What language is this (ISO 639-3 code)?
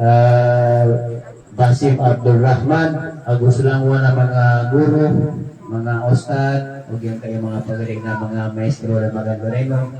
mrw